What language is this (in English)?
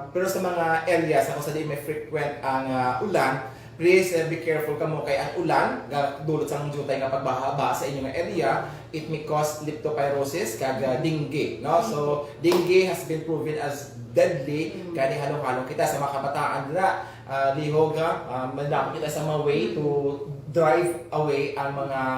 Hiligaynon